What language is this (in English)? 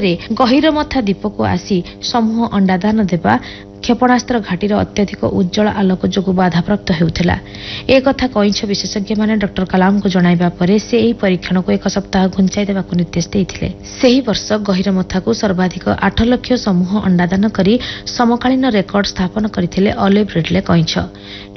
Odia